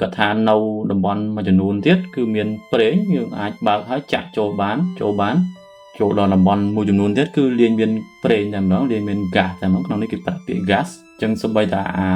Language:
Khmer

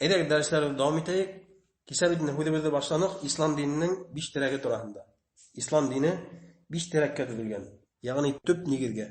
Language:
Bashkir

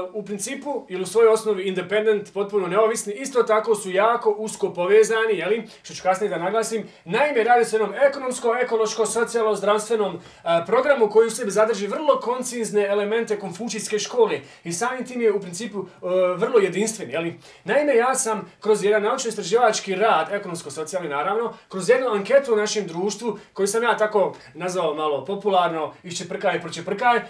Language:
Bosnian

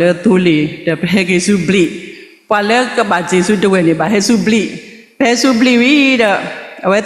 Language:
S'gaw Karen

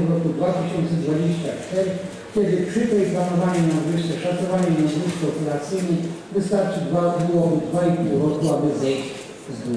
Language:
Polish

